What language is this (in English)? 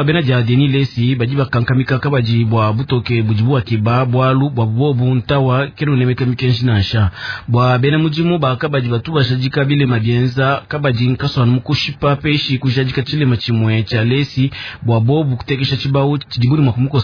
Luba-Lulua